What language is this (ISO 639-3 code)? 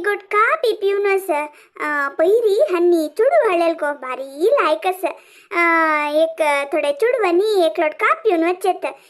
kok